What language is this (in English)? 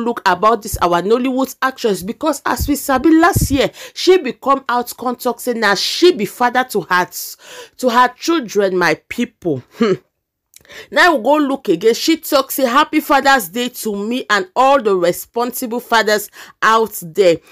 Nigerian Pidgin